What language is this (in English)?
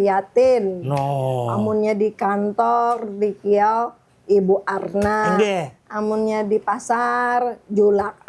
Banjar